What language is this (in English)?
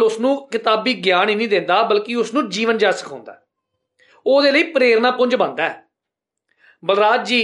Punjabi